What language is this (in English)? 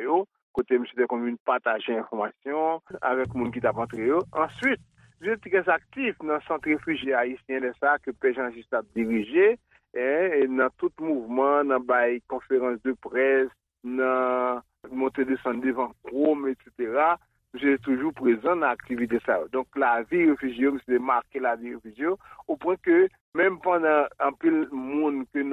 Haitian Creole